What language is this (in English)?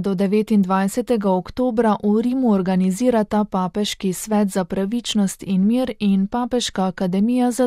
Slovenian